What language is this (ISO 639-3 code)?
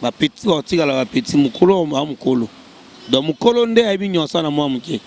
lin